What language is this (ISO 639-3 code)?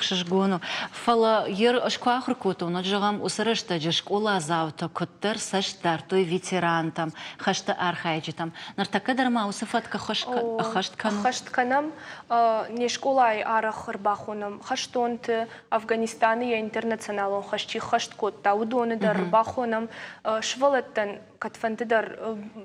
oss